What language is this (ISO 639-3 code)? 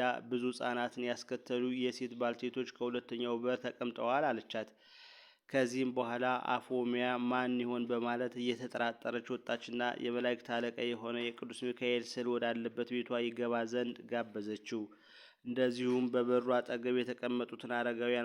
amh